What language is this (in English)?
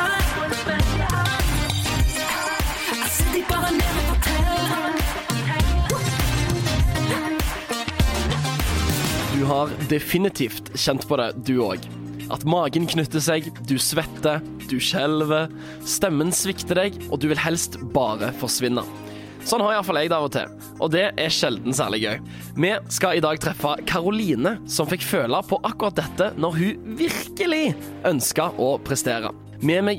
Norwegian